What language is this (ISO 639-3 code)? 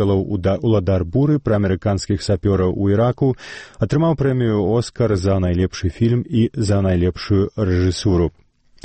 bel